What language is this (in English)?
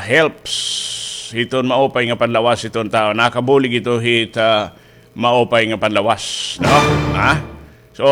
Waray